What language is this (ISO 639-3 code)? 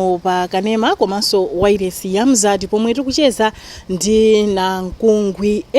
nya